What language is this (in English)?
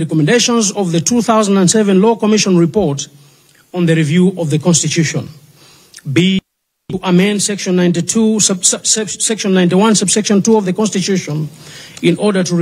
Nyanja